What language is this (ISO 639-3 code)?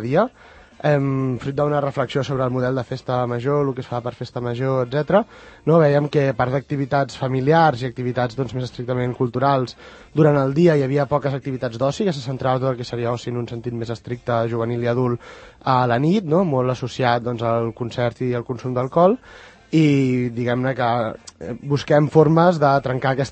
cat